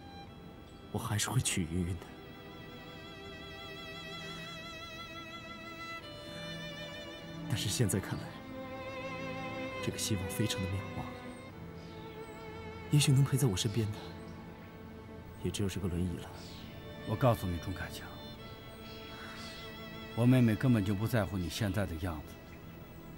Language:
Chinese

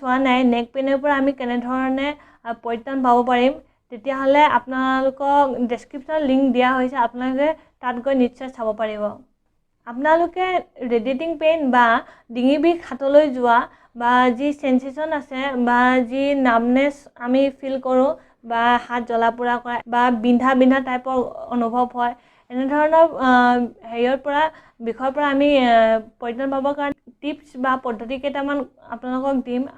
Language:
Assamese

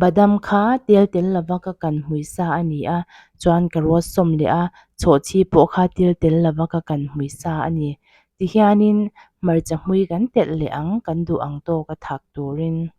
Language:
Mizo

